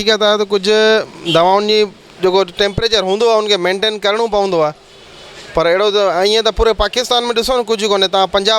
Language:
Sindhi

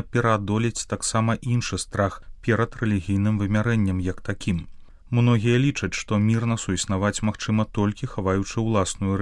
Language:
Belarusian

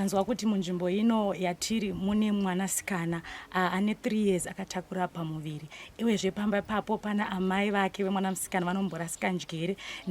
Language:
Shona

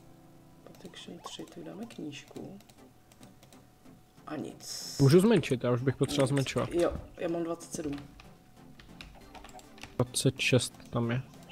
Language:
Czech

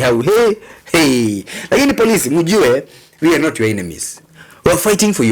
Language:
Kikuyu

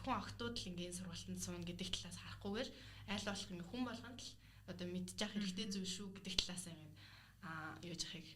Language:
Mongolian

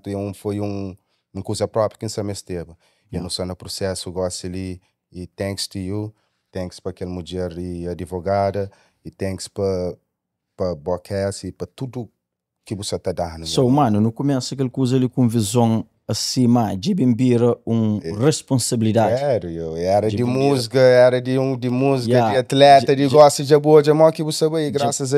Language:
Kabuverdianu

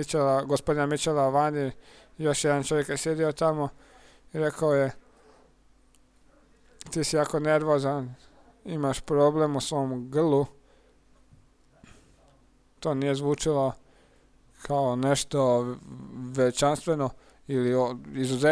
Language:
Croatian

